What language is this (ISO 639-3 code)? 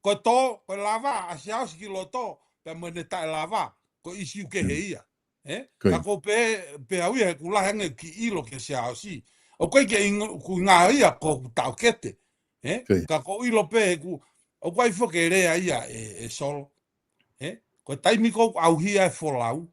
ton